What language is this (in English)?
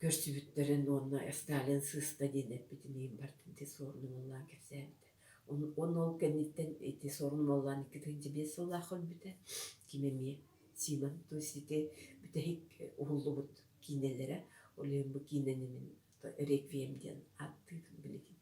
Yakut